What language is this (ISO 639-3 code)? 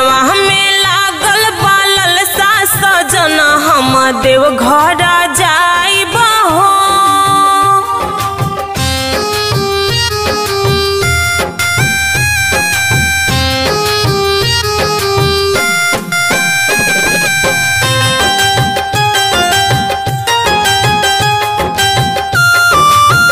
bho